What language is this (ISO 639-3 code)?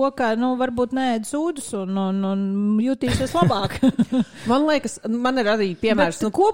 lav